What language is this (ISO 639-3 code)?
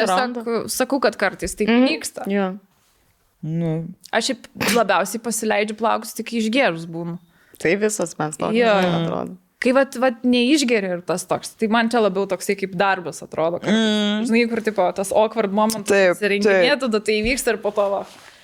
lit